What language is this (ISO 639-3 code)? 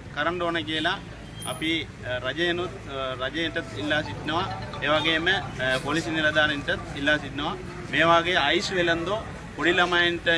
sin